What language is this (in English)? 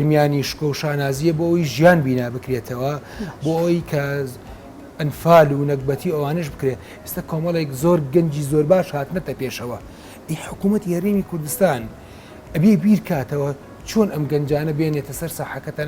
Central Kurdish